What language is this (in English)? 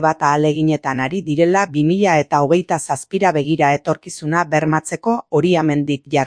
Basque